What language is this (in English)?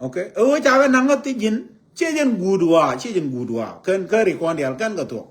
Nuer